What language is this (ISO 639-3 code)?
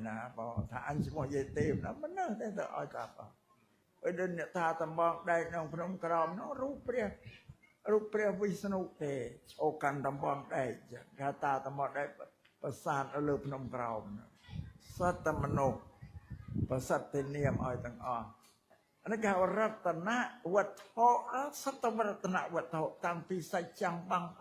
khm